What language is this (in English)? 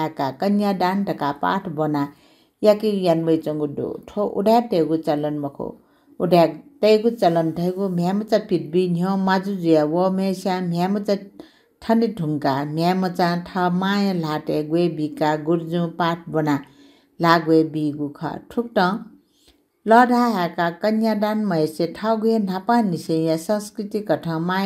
Newari